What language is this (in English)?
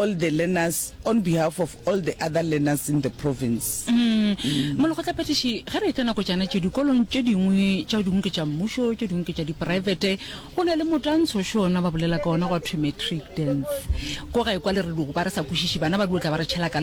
Northern Sotho